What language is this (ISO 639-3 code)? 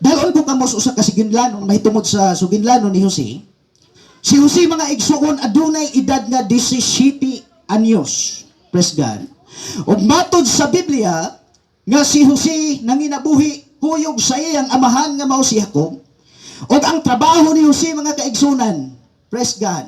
ceb